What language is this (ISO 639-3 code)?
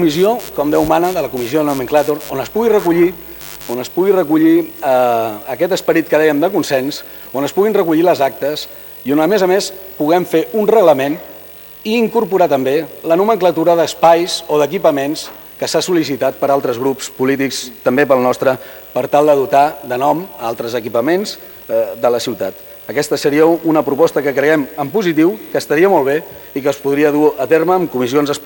cat